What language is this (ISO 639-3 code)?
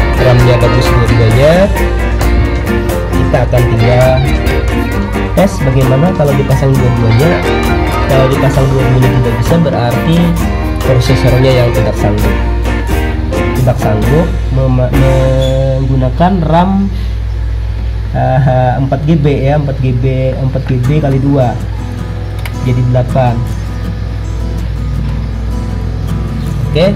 ind